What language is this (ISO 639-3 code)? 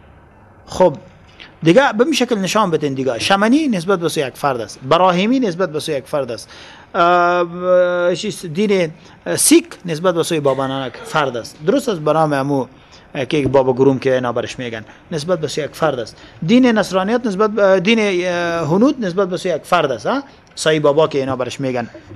fas